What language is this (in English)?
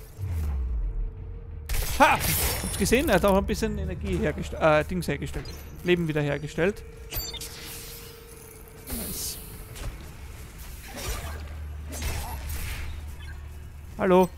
German